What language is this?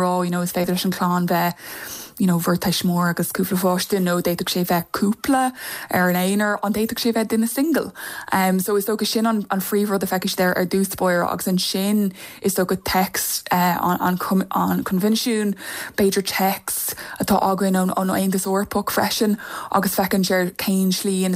Irish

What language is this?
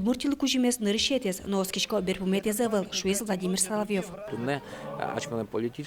Udmurt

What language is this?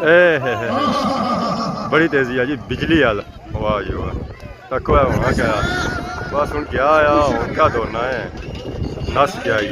Pahari-Potwari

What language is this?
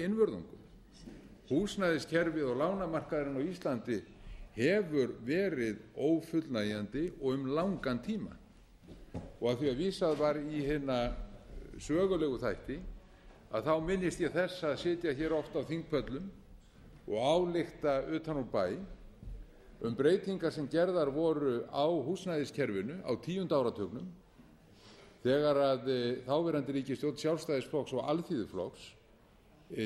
Icelandic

